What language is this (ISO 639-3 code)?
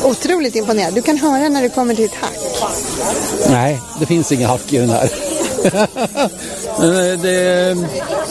swe